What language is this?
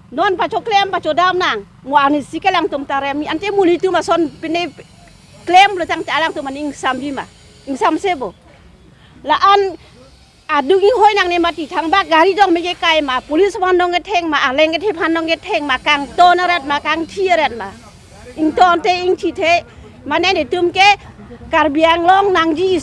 Karbi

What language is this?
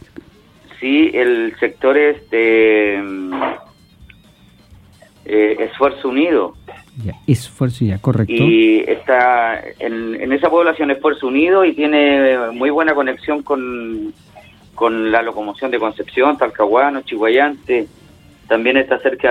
Spanish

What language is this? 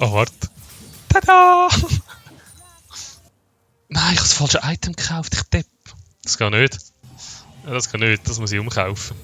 Swiss German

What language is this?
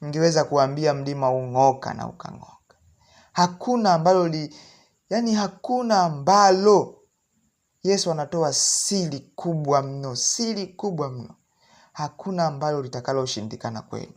Swahili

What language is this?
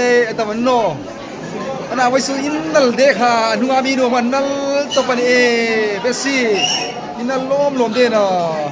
Hmar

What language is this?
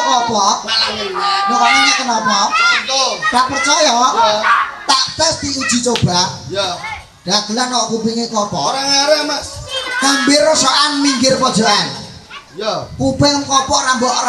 Javanese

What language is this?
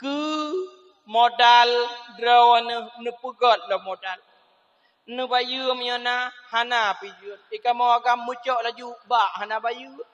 Achinese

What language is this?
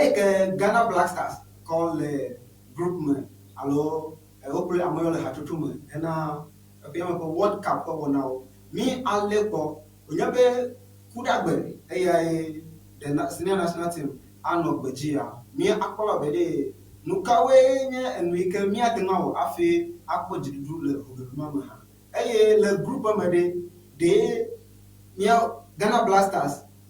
Ewe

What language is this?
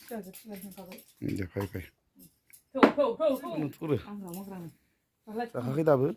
Bodo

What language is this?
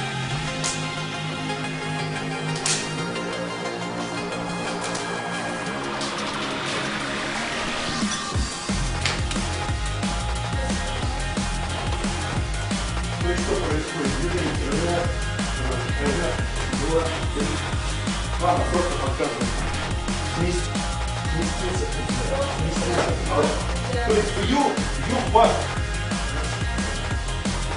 Russian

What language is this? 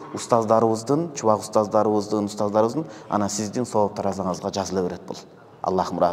Kyrgyz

